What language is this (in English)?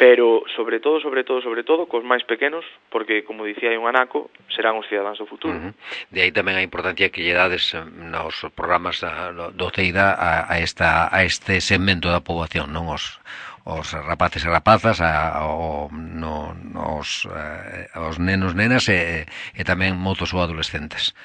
Galician